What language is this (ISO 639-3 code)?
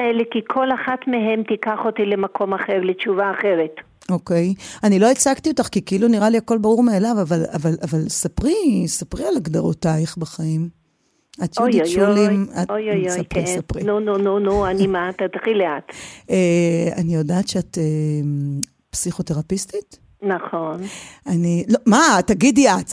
heb